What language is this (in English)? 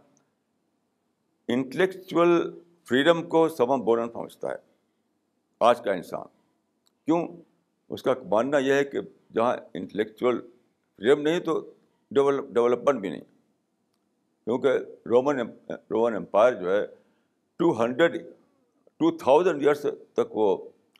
Urdu